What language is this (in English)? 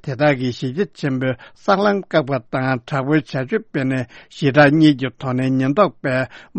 Tibetan